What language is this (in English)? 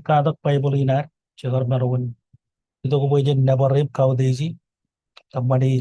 Marshallese